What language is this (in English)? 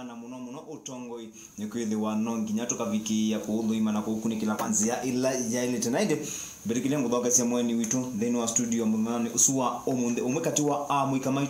Kamba